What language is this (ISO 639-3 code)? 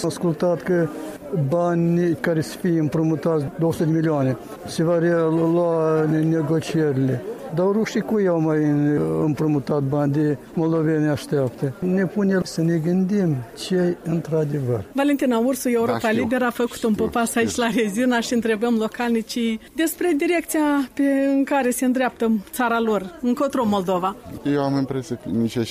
ron